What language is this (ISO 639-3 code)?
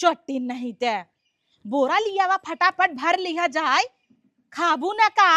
awa